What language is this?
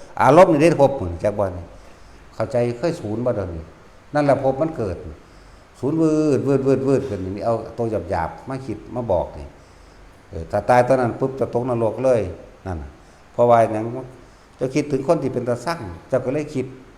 Northeastern Thai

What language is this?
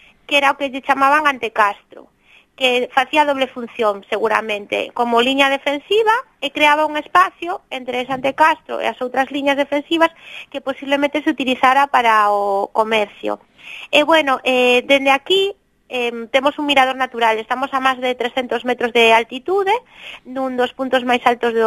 Galician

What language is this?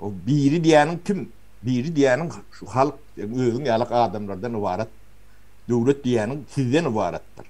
Turkmen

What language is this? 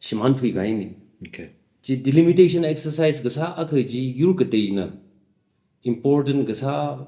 Tangkhul Naga (India)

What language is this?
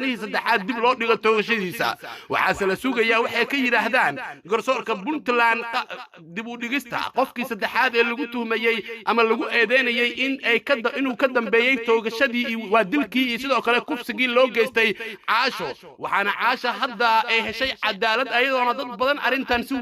Somali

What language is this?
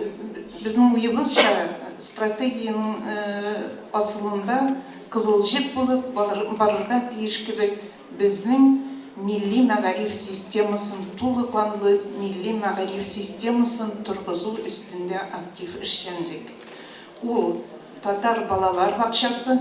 Tatar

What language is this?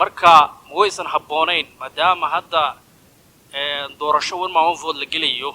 Somali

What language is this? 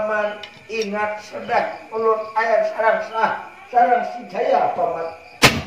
Banjar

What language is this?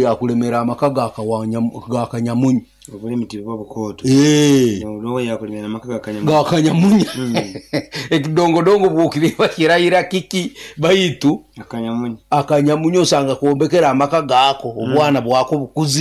Nyoro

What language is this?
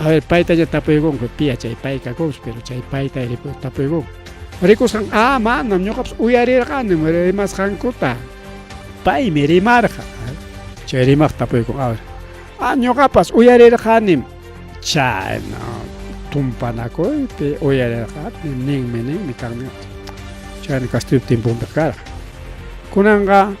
Ayacucho Quechua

